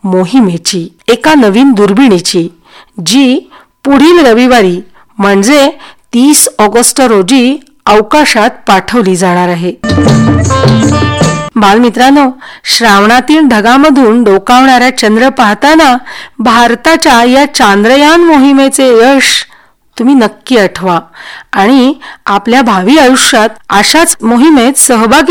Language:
Marathi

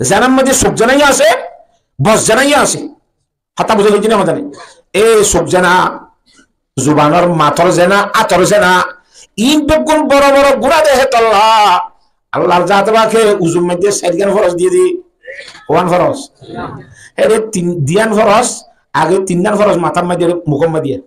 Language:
Rohingya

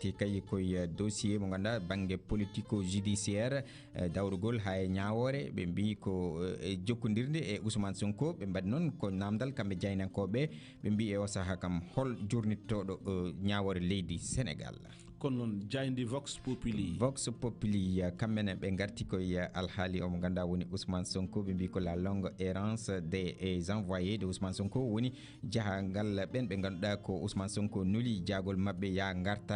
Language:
Fula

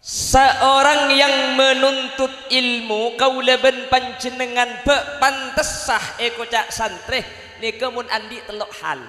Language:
Madurese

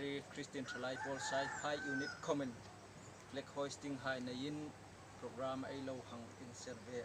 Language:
Hmar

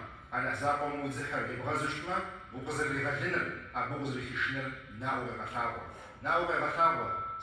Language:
Kabardian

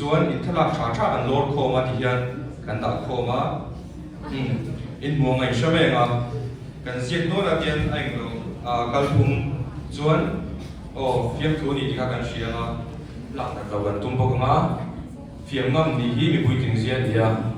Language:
Mizo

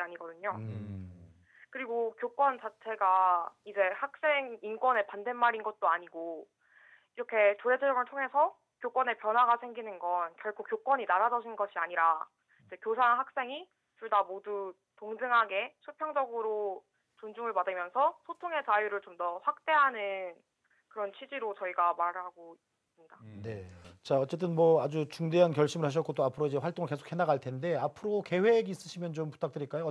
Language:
Korean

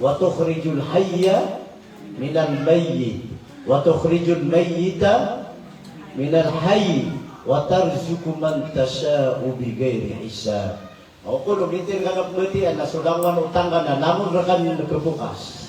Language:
Maranao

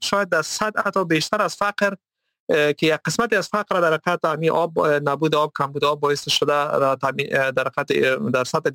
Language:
Persian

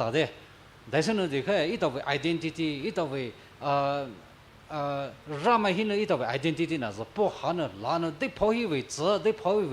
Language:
Poumei Naga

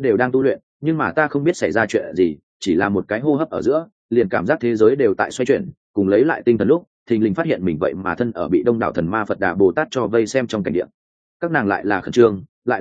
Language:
Vietnamese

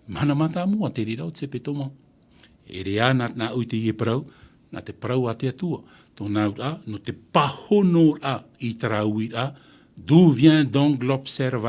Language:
Tahitian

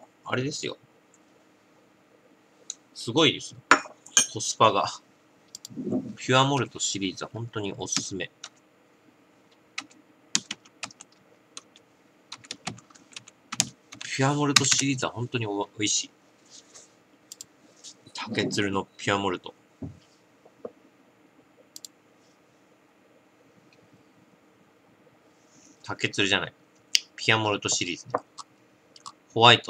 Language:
Japanese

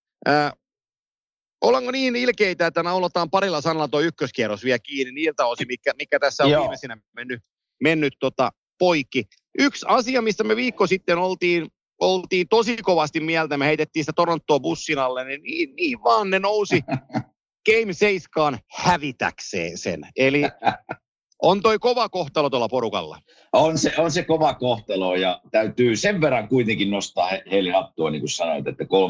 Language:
Finnish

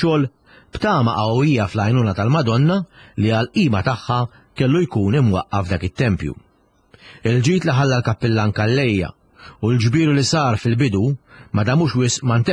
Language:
Maltese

